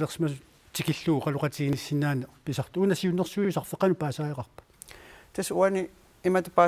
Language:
Kalaallisut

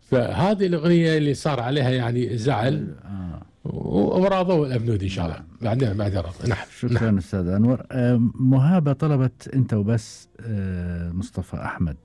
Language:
Gulf Arabic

